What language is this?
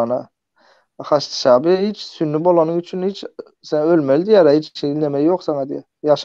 Turkmen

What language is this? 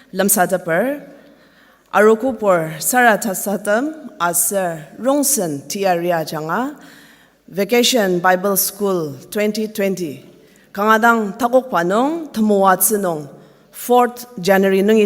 Ao Naga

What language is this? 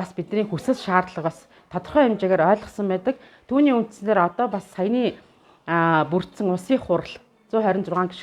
Mongolian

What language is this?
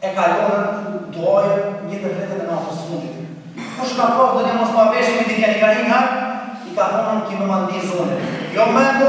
Albanian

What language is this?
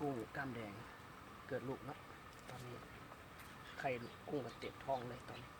Lao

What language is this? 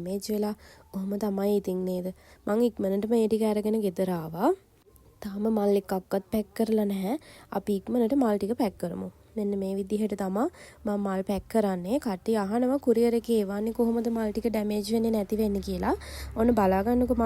Sinhala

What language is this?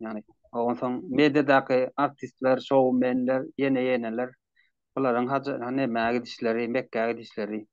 Turkmen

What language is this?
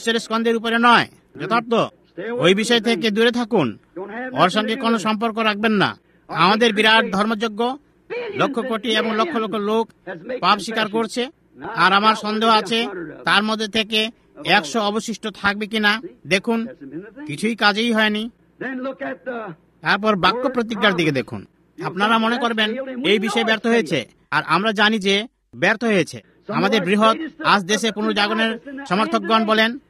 Bangla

